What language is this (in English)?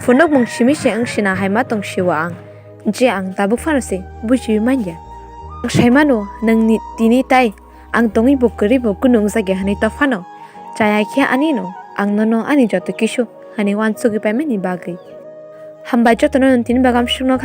Kok Borok